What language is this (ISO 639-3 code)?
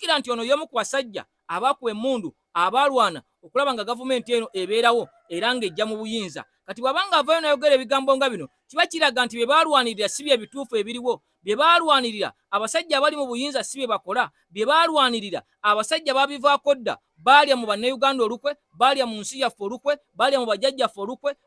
lug